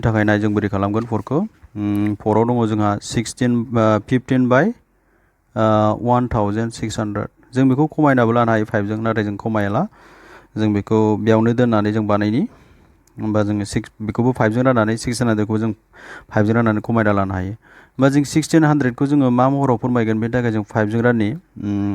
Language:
Bodo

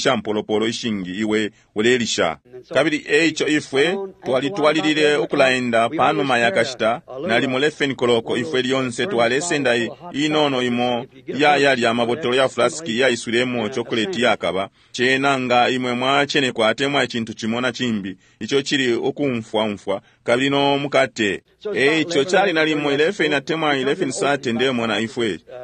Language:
Bemba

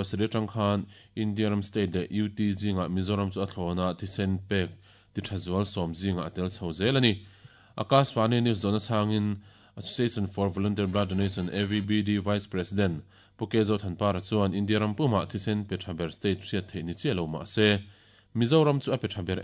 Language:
Mizo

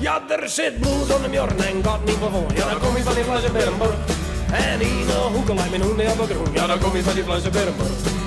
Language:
Western Frisian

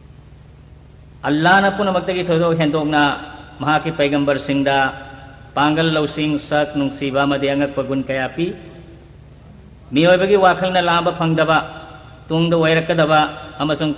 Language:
Manipuri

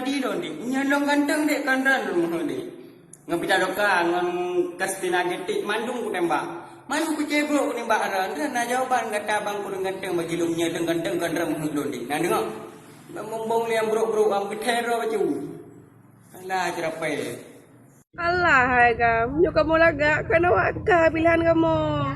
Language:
Achinese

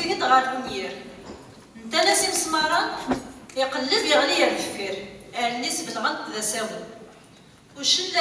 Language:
Kabyle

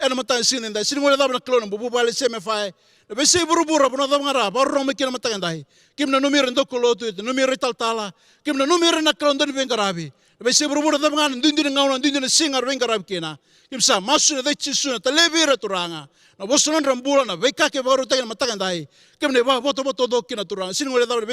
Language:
Fijian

